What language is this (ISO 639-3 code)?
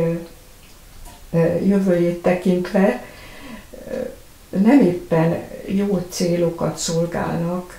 hun